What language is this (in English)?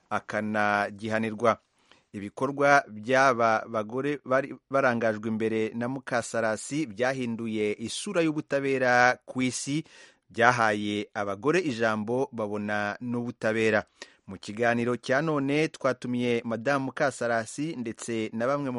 Kinyarwanda